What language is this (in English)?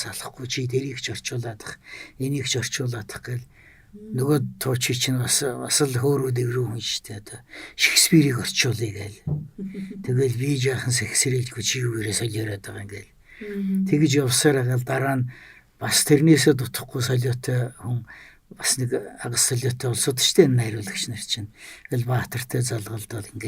Mongolian